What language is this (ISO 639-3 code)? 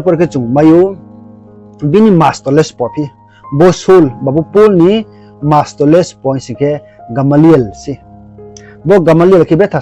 ria